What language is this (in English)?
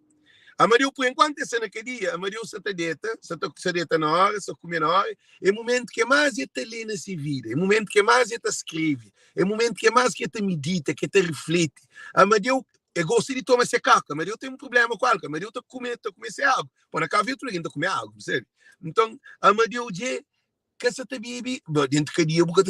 Kabuverdianu